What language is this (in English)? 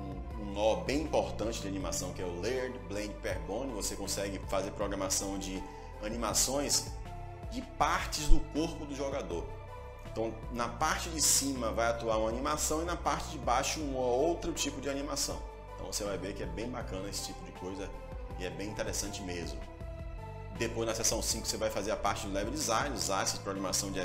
Portuguese